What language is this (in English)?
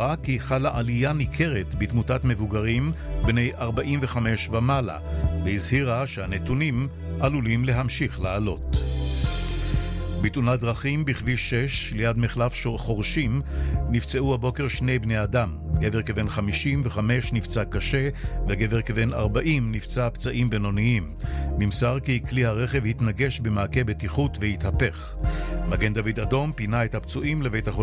Hebrew